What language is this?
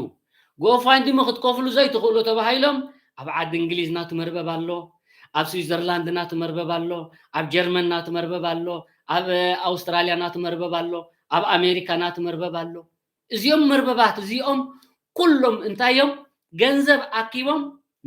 Tigrinya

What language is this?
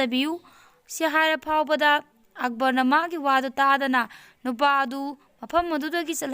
Manipuri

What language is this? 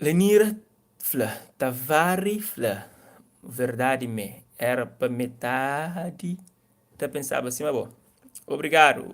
Kabuverdianu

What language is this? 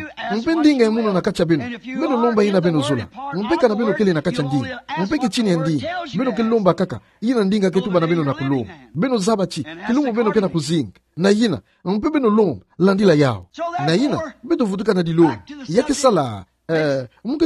Kituba (Democratic Republic of Congo)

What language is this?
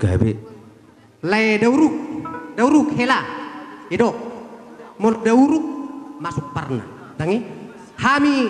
Batak Toba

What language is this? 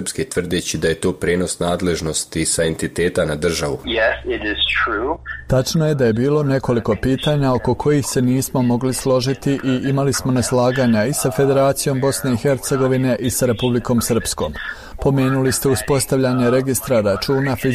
Bosnian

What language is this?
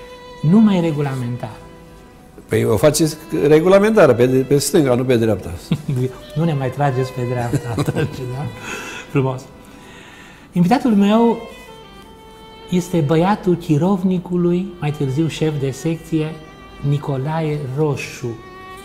Romanian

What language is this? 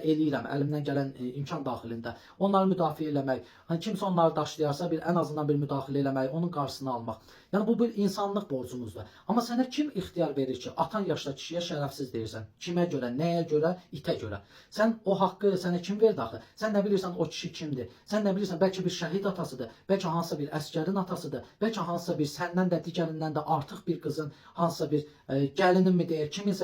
Azerbaijani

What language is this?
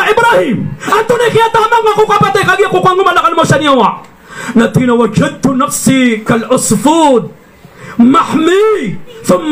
Maranao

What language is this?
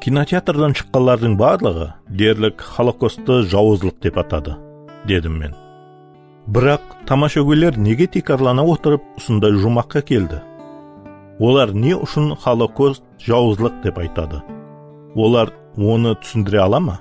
Kara-Kalpak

